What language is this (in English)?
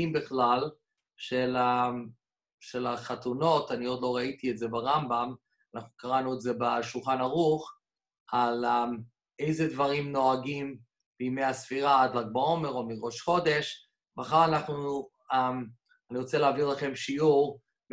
Hebrew